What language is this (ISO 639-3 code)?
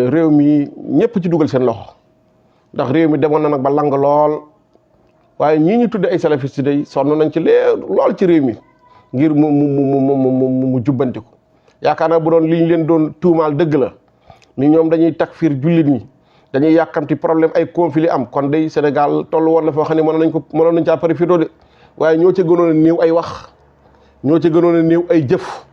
wol